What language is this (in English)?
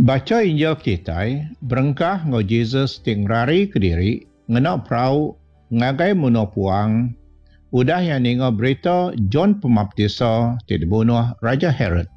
Iban